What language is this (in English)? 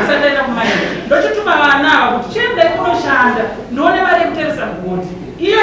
Shona